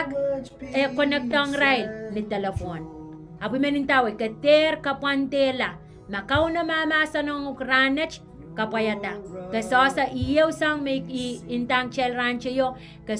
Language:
Pohnpeian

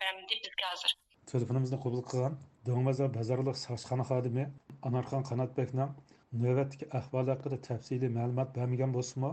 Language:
Uyghur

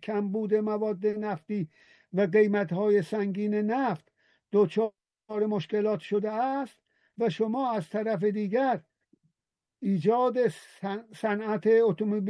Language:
Persian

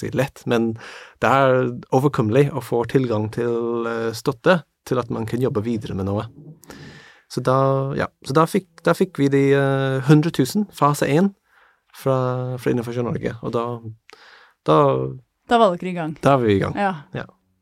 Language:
Norwegian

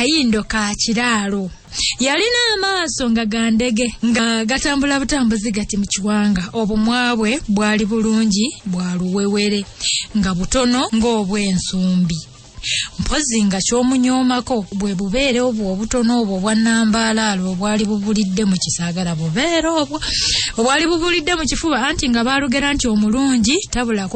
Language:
Ganda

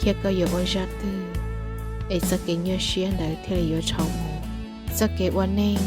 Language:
Hmong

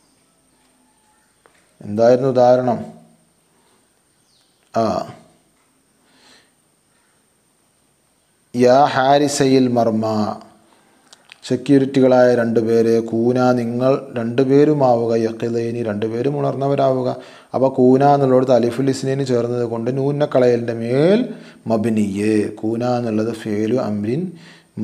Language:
Malayalam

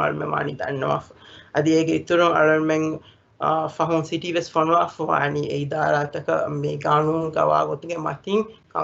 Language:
Divehi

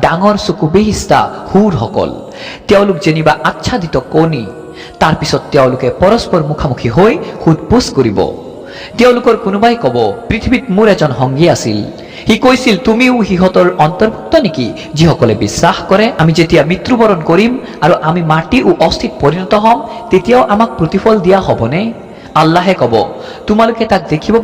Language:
Assamese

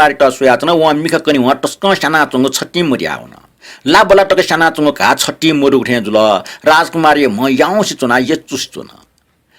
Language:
Newari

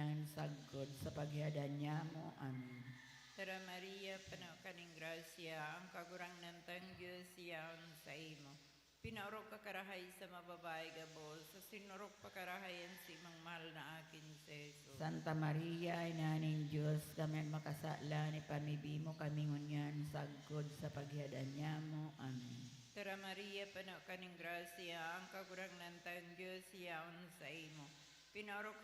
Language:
Bikol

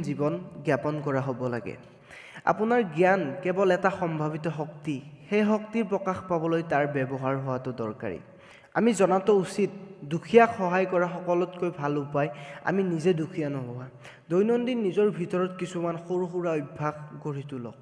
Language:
Assamese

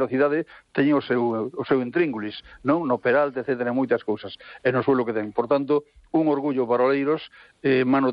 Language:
Galician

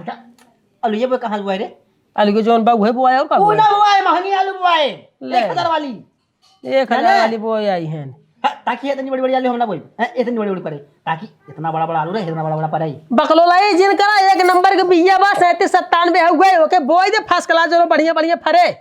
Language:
Awadhi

